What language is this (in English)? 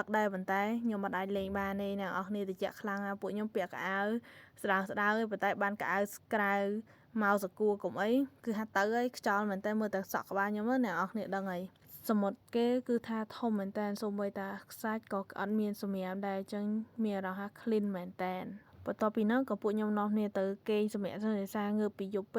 Khmer